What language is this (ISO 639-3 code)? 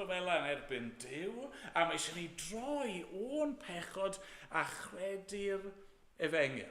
cym